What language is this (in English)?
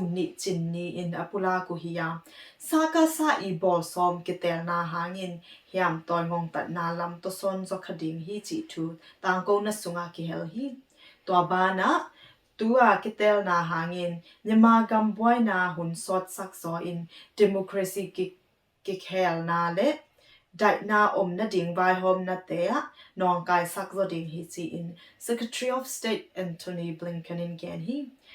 Tedim Chin